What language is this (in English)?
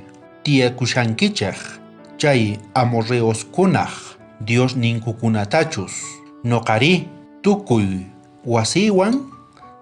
South Bolivian Quechua